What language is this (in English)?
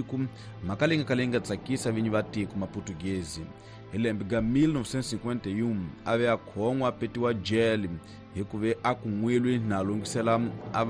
Tsonga